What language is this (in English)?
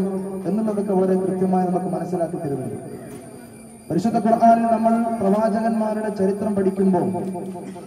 Malayalam